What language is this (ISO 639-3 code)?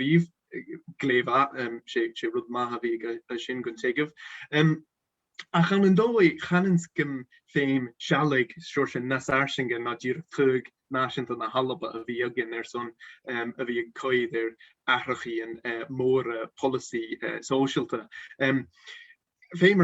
gla